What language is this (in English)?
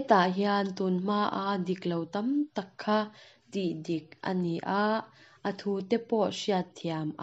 Mizo